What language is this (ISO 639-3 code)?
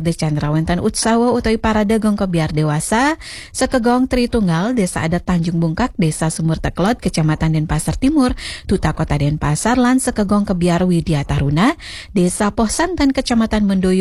ban